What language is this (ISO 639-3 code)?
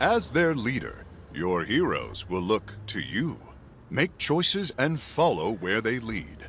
bar